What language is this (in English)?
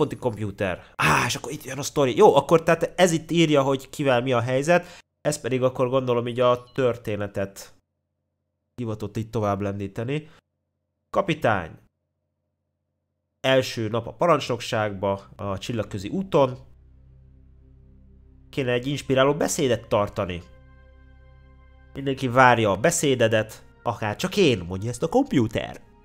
Hungarian